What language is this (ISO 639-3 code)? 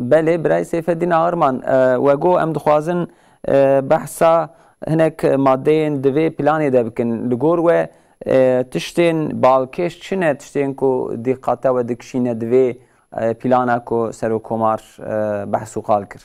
kur